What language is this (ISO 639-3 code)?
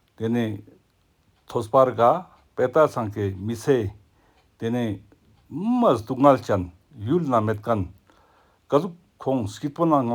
lbj